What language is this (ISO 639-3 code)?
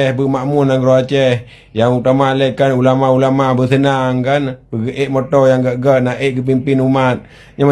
ace